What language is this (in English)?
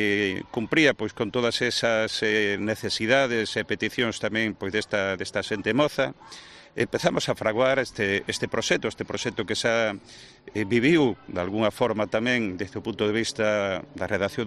Galician